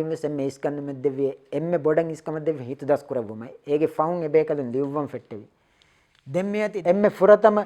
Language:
Divehi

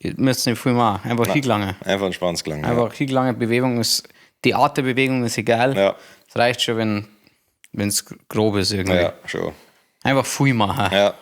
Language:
Bavarian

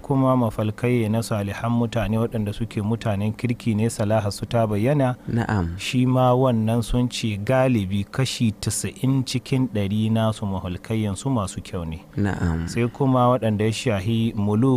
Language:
Hausa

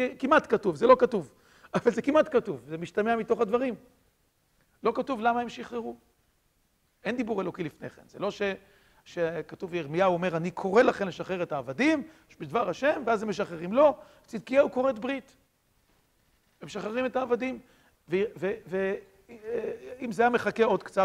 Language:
Hebrew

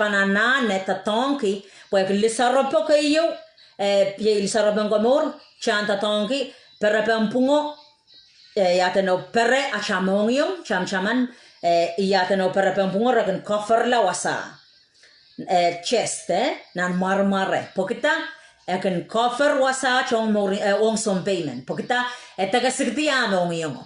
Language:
Pohnpeian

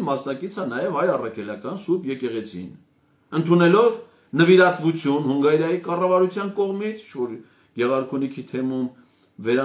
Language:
Armenian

